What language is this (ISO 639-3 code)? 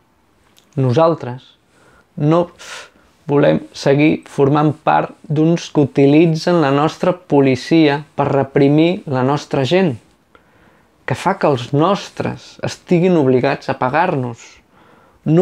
cat